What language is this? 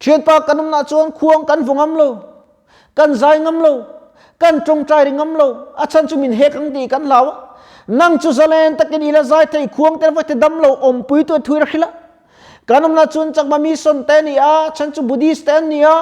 Mizo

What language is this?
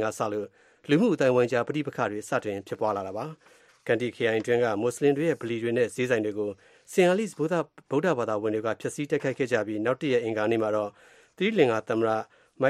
Burmese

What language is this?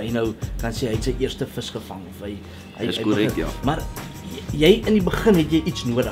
Afrikaans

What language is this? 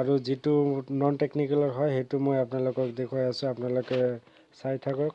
Assamese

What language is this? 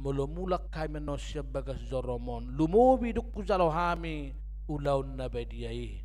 Batak Toba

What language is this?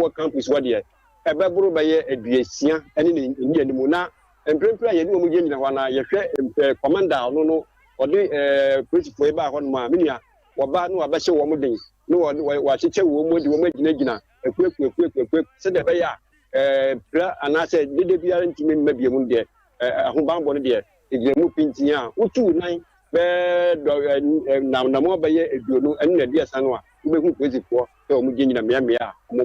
Akan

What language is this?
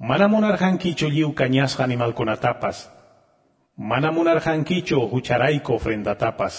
Quechua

